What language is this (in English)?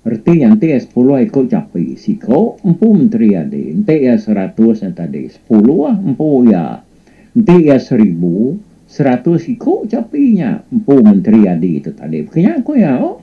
Iban